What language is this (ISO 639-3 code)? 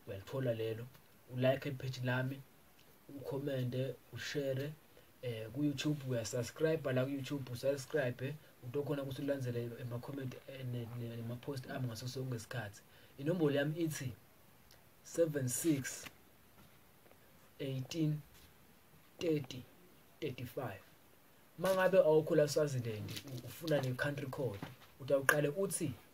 ssw